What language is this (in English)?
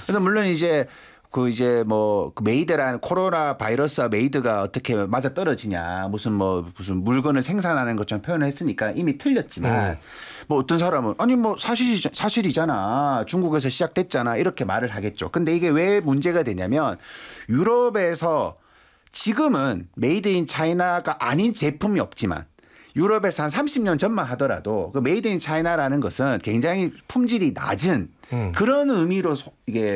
Korean